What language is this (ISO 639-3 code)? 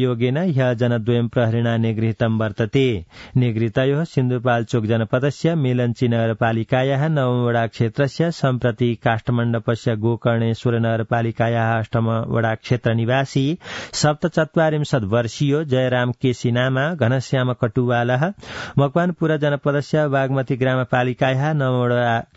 san